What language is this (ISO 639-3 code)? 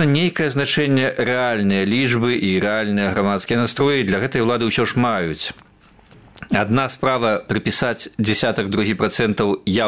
bel